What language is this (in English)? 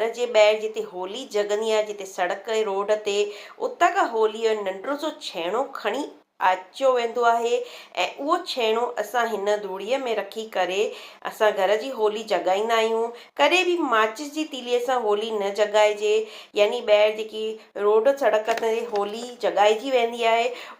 Sindhi